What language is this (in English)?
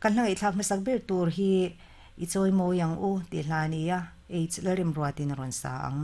Mizo